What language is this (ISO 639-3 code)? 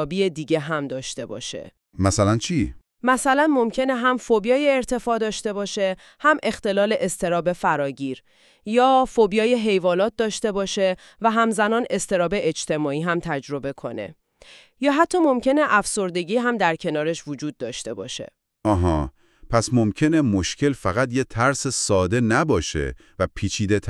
fas